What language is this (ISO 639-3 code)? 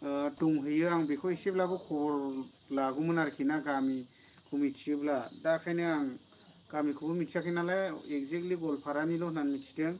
brx